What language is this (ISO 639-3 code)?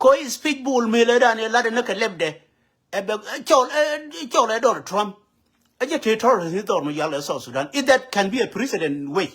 nus